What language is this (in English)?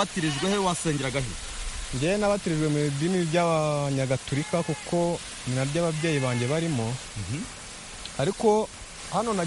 Kinyarwanda